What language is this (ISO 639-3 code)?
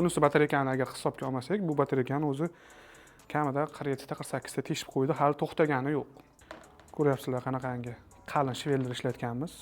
uzb